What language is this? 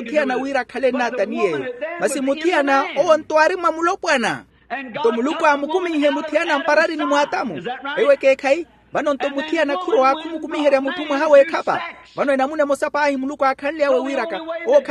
Makhuwa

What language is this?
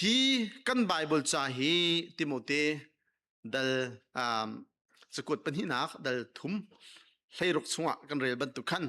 Hakha Chin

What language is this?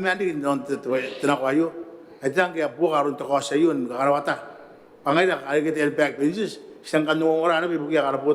Gilbertese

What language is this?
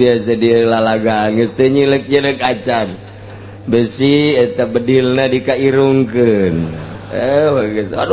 Sundanese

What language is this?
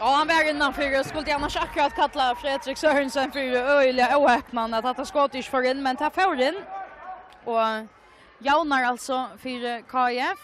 Faroese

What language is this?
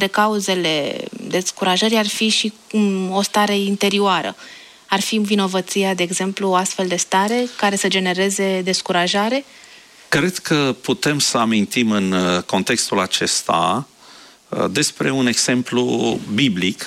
Romanian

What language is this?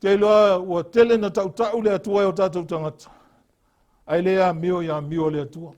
Samoan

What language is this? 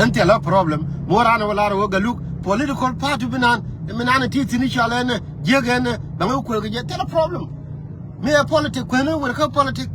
Nuer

